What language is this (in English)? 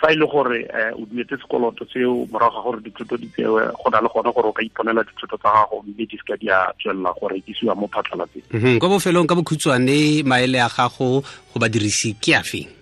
Tswana